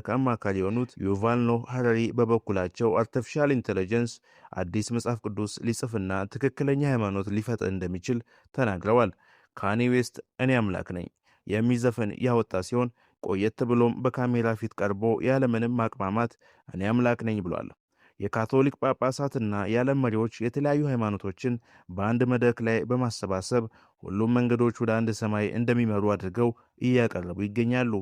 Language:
Amharic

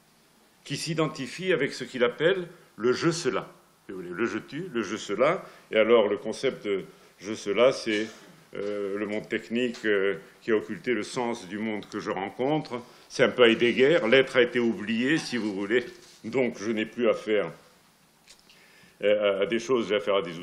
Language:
French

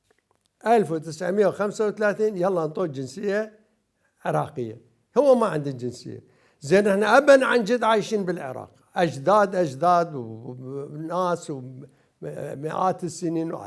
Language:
Mesopotamian Arabic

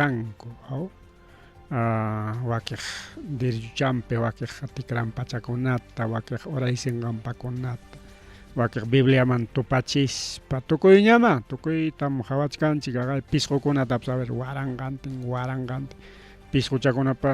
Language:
Ayacucho Quechua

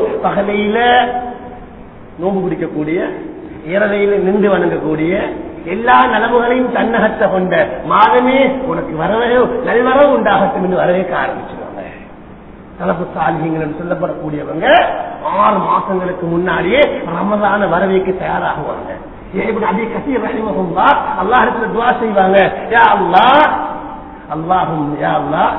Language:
Tamil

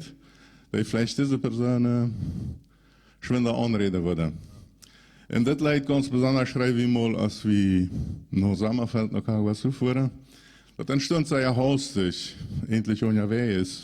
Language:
Plautdietsch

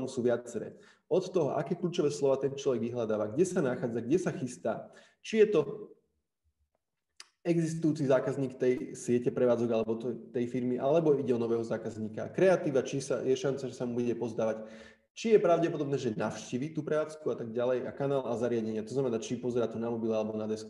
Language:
Slovak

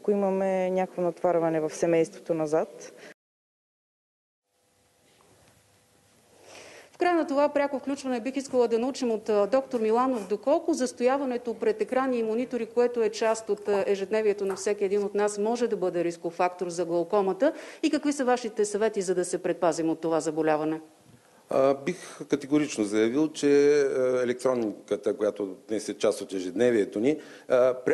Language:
Bulgarian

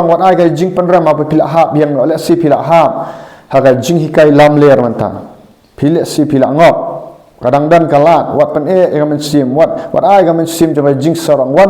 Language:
Khasi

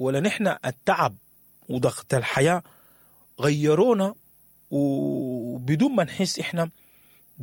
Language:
Sudanese Arabic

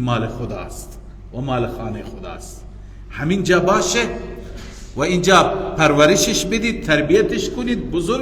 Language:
Persian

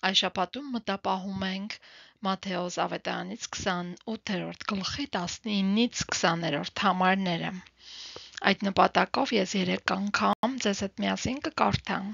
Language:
Armenian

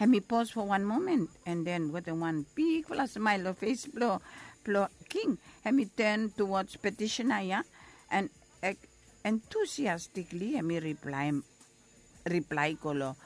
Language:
Bislama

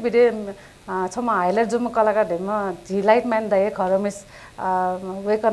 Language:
Newari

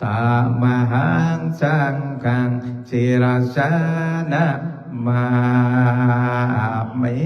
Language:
Pali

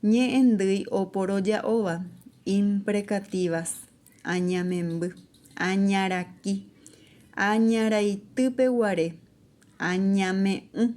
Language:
Guarani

